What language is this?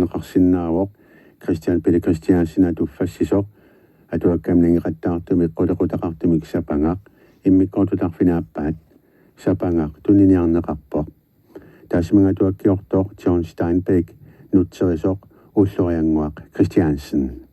Kalaallisut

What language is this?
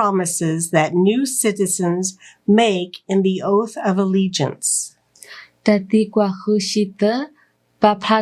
S'gaw Karen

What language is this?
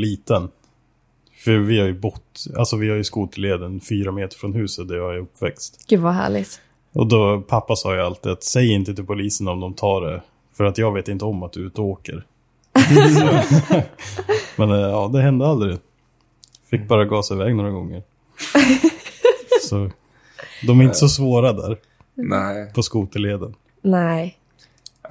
Swedish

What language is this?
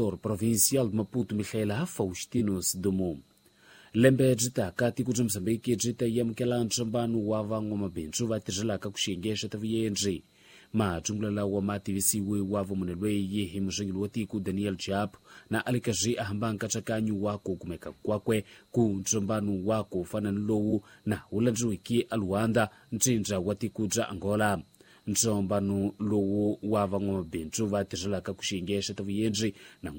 Tsonga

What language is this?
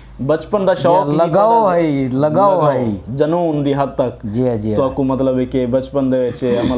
Saraiki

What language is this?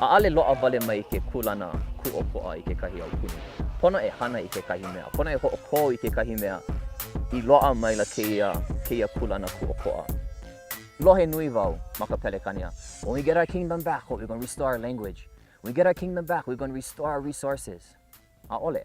Hawaiian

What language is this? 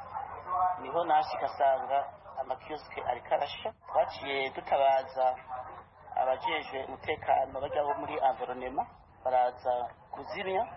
Kinyarwanda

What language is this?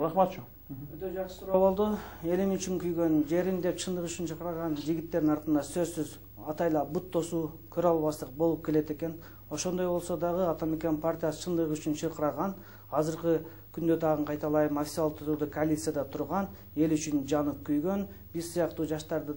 Kyrgyz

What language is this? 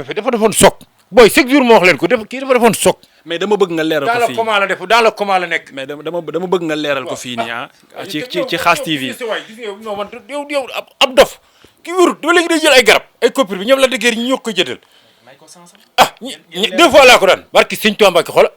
Wolof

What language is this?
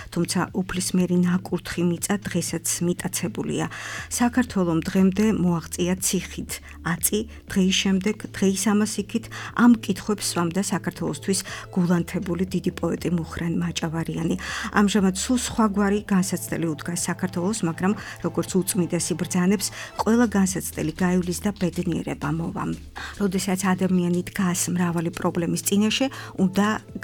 Georgian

